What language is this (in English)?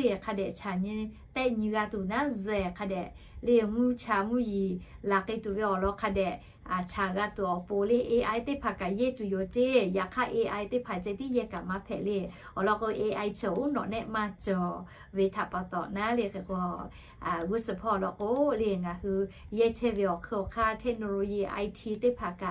Lahu